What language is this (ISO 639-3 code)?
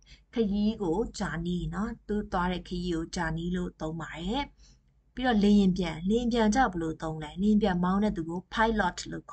mya